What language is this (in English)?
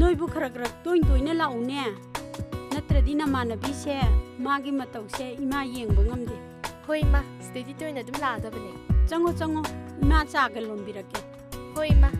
Manipuri